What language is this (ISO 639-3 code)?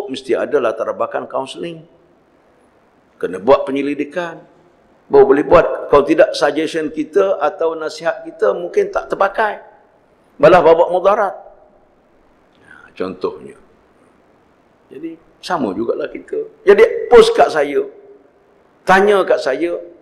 msa